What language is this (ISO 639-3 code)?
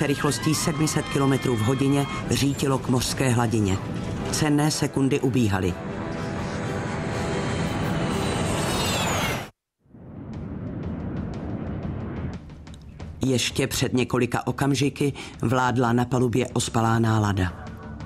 ces